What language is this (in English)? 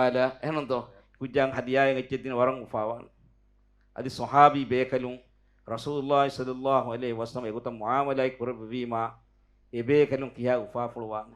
Divehi